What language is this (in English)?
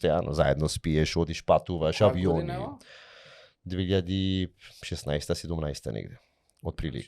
Macedonian